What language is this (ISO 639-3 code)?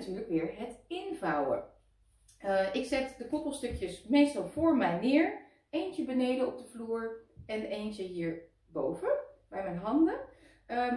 nld